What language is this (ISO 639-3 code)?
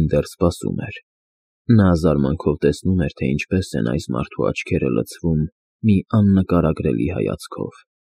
hye